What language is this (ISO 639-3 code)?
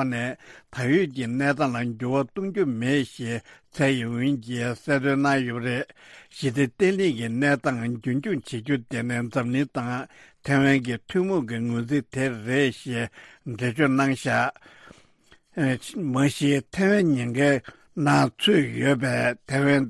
bod